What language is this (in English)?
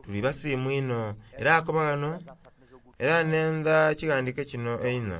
Soga